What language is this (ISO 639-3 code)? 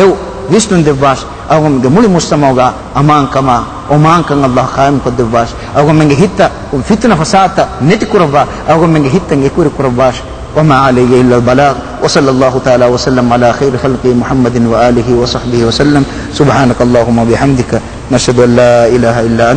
div